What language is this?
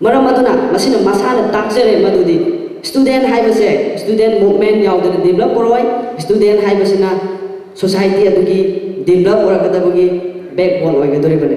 Manipuri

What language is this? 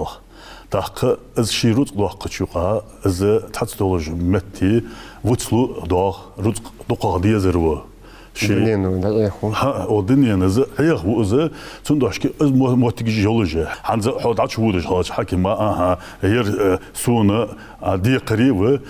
Ingush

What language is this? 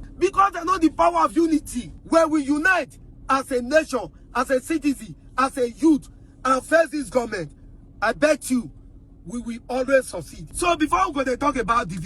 Nigerian Pidgin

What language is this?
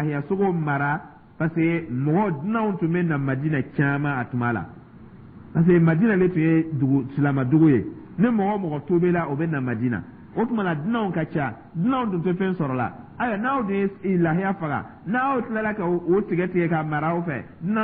Dyula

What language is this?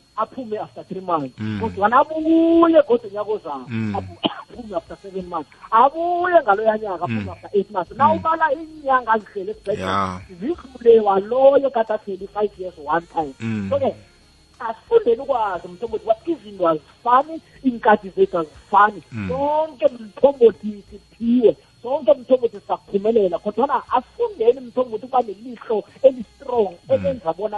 South Ndebele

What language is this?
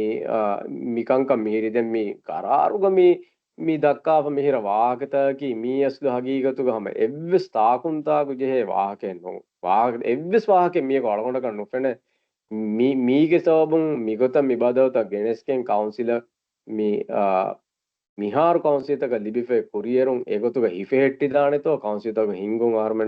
Divehi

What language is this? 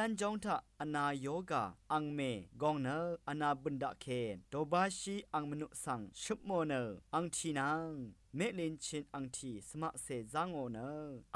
Rawang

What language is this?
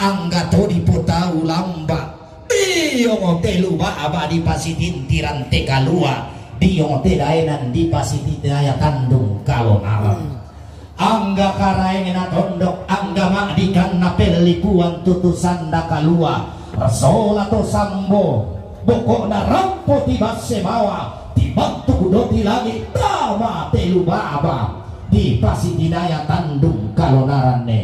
Toraja-Sa'dan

